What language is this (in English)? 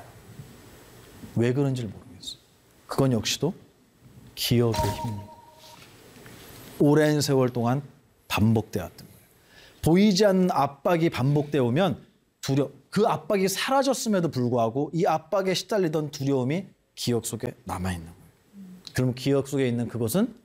Korean